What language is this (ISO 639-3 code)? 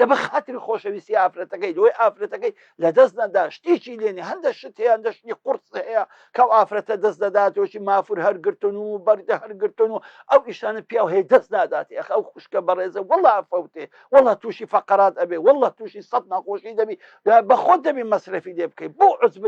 ckb